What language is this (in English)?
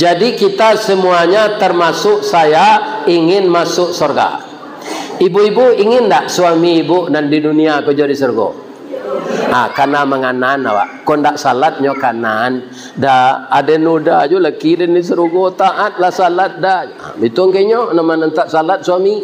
Minangkabau